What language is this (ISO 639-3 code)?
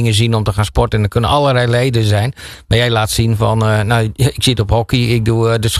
nld